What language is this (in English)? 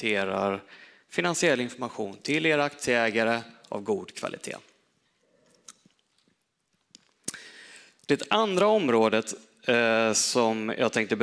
Swedish